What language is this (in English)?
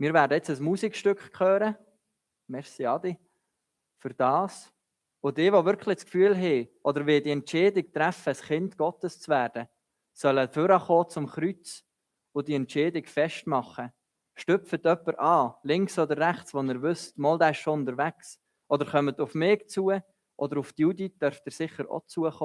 Swiss German